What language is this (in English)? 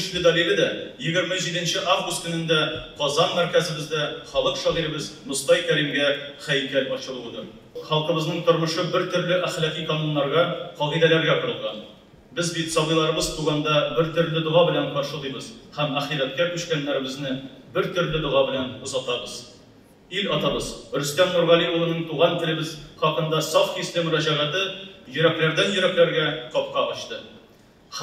Tatar